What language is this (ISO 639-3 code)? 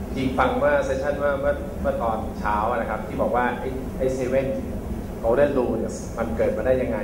tha